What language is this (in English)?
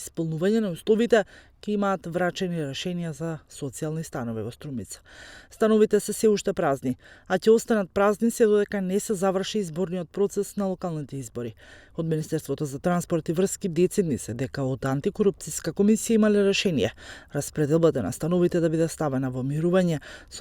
Macedonian